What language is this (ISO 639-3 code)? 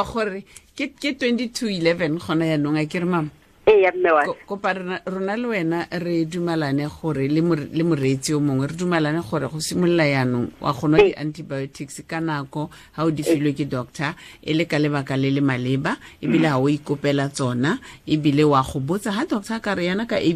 tsn